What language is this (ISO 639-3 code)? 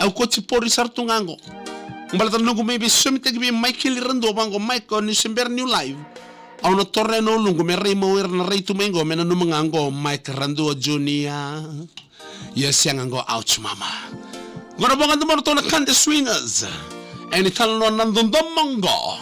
fij